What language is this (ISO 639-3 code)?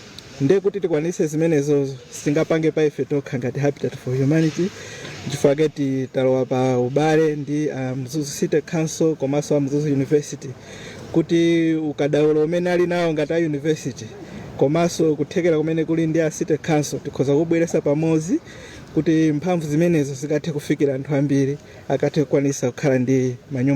nya